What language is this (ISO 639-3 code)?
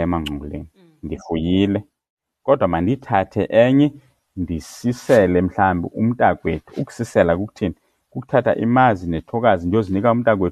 xho